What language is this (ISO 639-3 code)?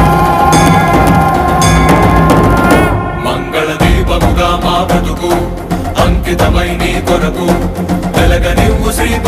tel